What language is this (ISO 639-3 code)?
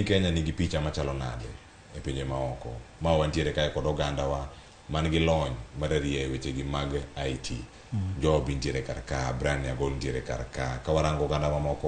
luo